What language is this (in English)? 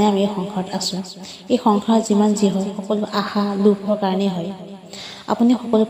Assamese